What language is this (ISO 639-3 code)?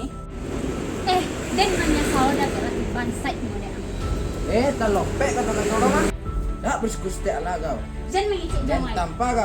min